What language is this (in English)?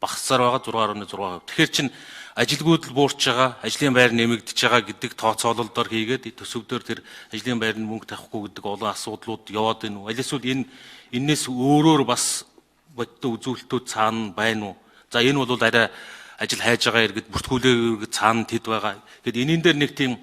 Mongolian